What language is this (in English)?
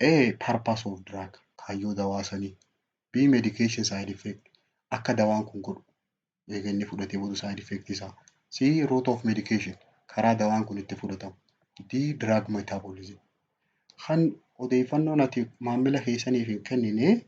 Oromo